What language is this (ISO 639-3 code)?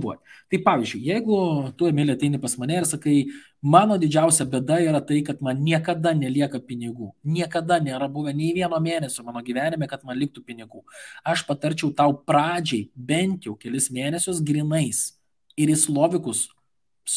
lit